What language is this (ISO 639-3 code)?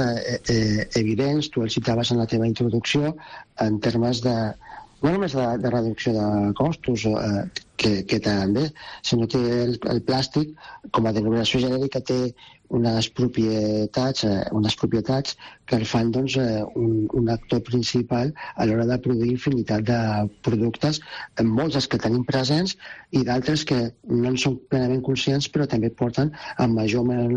cat